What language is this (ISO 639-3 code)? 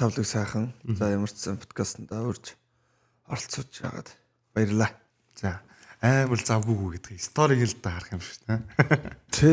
mon